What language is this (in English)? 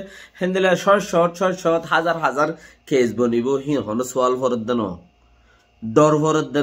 Rohingya